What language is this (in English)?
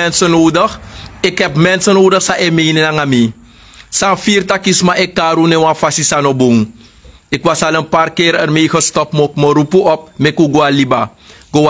Sranan Tongo